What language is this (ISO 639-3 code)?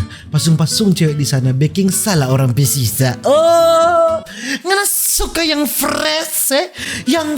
xmm